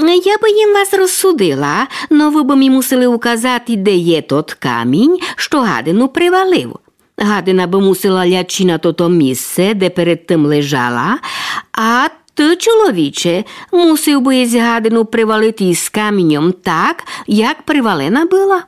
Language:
Rusyn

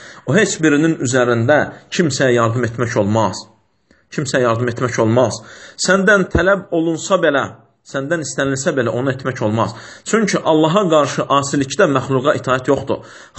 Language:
Azerbaijani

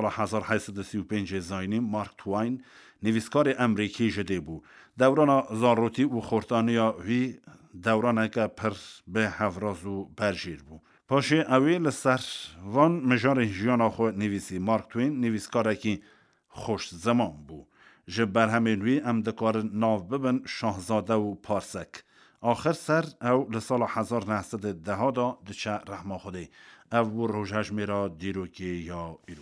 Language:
Kurdish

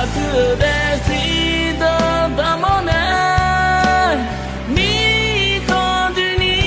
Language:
Akha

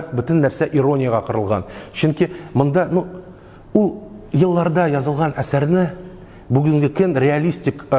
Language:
Tatar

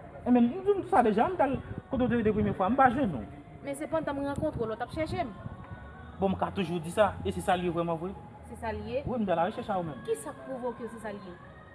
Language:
Haitian Creole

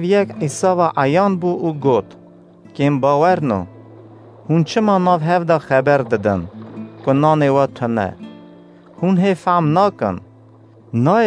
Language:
Kurdish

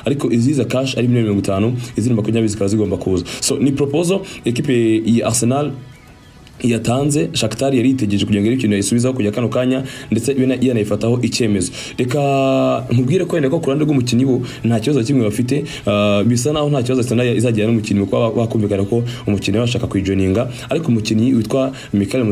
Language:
Kinyarwanda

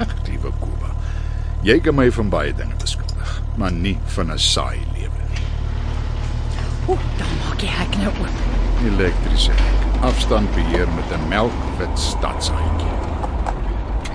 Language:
Afrikaans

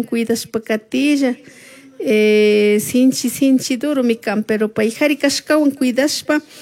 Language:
Chimborazo Highland Quichua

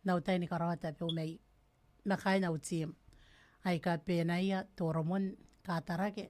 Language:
Gilbertese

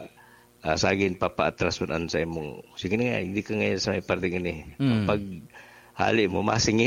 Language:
Bikol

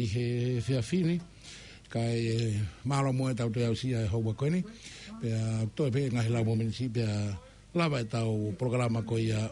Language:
Tongan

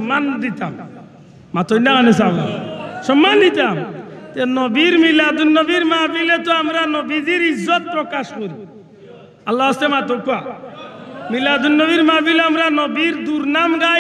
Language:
Sylheti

